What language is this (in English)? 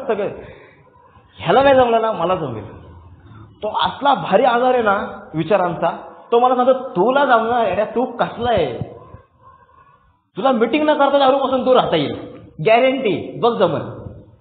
Marathi